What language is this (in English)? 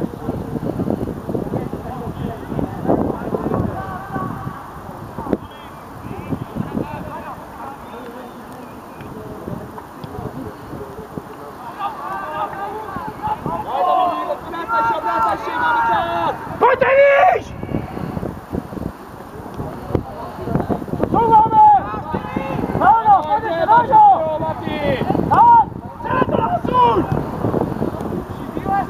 Czech